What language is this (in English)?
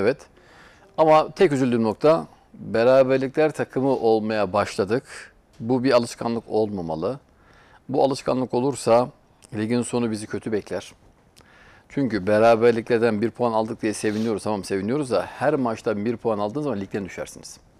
Turkish